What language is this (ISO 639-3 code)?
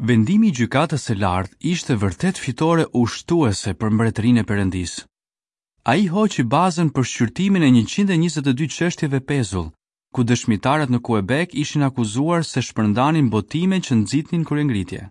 sqi